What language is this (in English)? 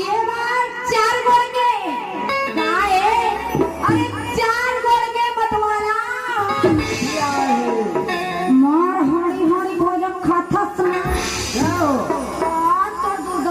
Chhattisgarhi